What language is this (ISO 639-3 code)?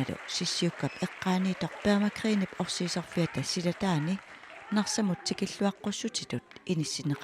kal